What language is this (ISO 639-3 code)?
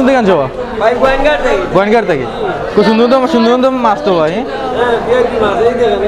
syl